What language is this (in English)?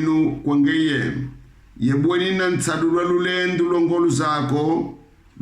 Kongo